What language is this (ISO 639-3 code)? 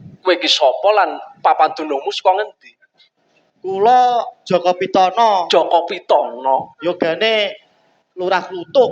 jav